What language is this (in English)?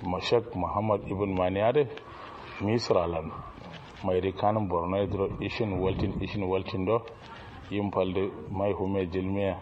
Kanuri